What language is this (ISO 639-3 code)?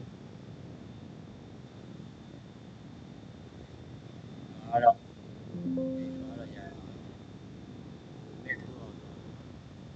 mya